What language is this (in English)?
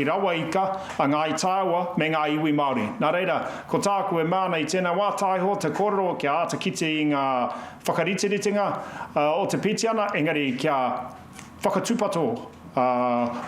Māori